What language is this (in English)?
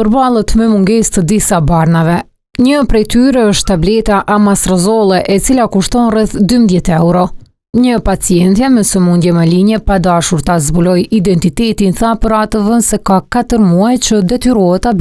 Albanian